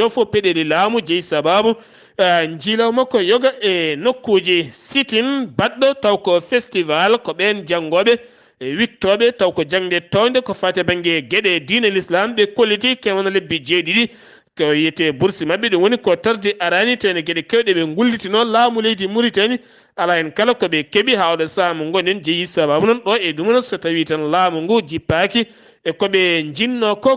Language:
Fula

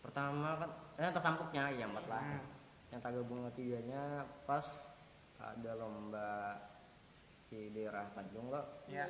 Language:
Banjar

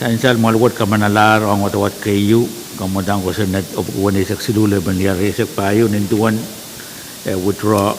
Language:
Pohnpeian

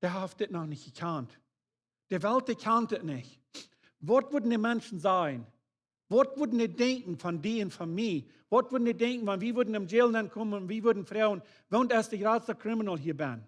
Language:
Plautdietsch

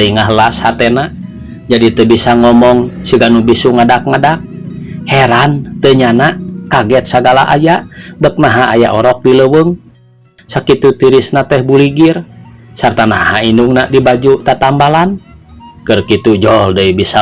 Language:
Sundanese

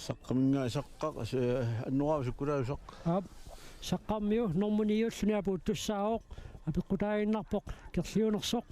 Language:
Kalaallisut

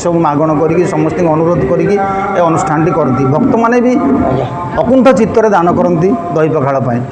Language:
Odia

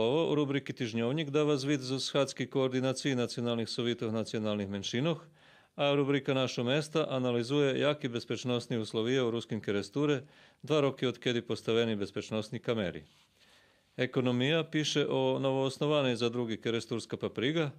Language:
Rusyn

